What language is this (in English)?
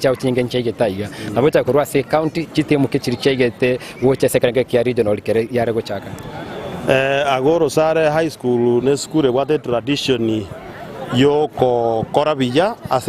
Gusii